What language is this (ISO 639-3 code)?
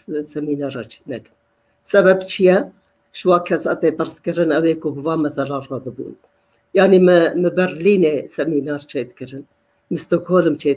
kur